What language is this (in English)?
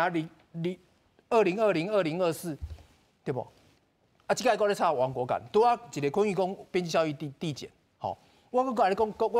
Min Nan Chinese